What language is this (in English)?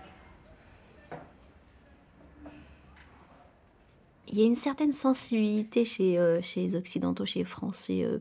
French